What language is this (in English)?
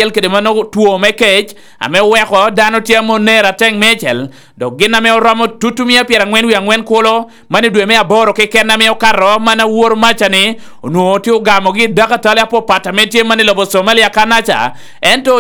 Lango (Uganda)